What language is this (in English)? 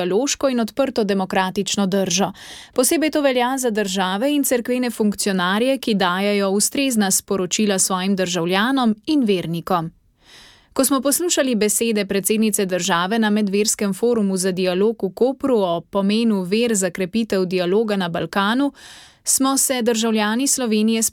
Slovenian